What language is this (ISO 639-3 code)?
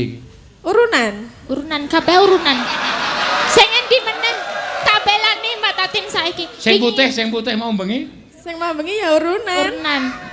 jav